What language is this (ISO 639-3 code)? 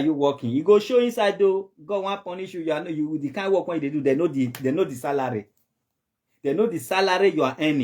pcm